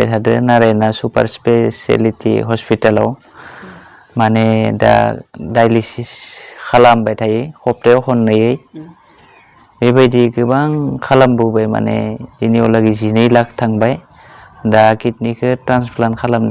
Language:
Bodo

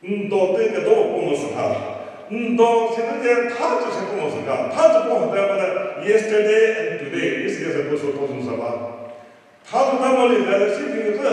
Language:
Chokri Naga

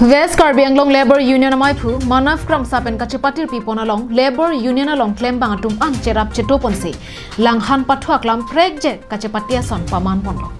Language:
Karbi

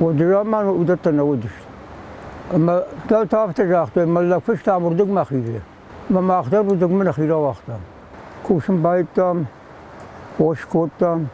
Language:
Ossetic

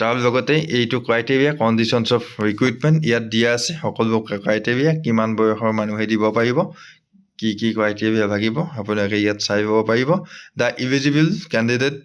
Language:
Assamese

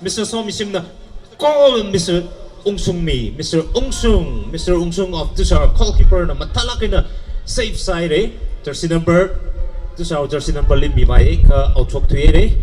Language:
Tangkhul Naga (India)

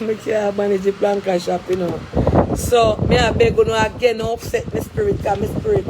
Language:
Jamaican Creole English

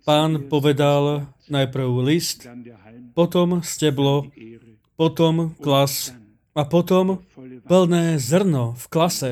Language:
Slovak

